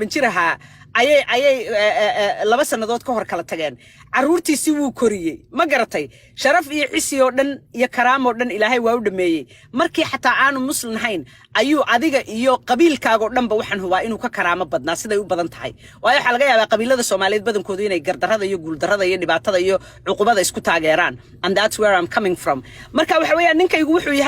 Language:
Somali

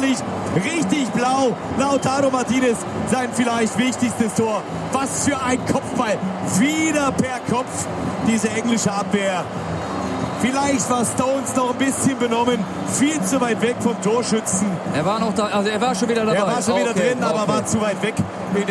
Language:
German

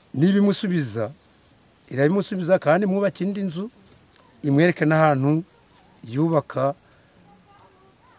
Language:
Kinyarwanda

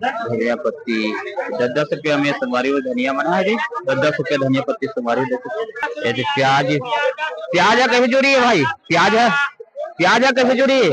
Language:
Chhattisgarhi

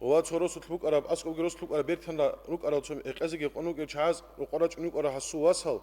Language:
Avaric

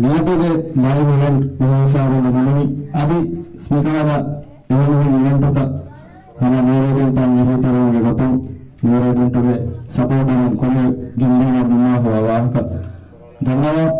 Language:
Divehi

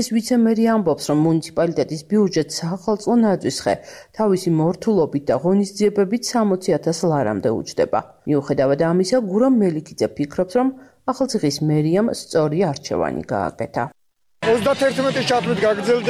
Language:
Georgian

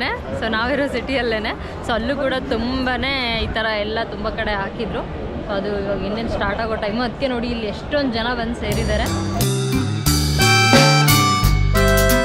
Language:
Kannada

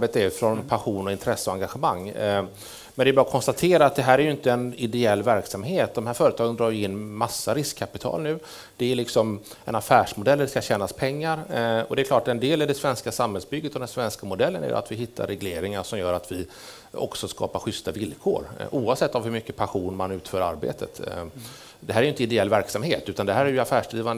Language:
Swedish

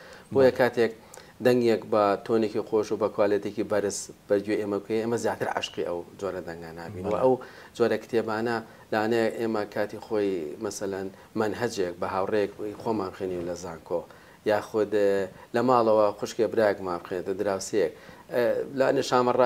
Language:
Central Kurdish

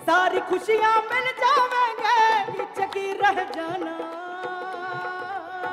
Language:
Hindi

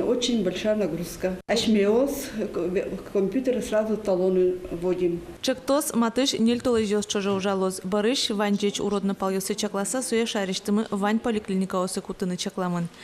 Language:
Udmurt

